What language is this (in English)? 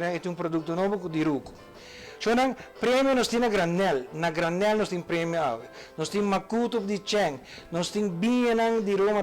Papiamento